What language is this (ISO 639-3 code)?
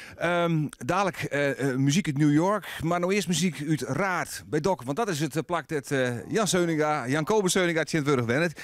fry